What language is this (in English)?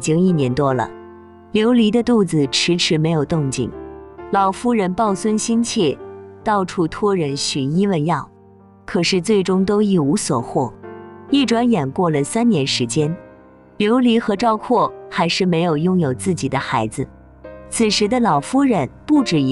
Chinese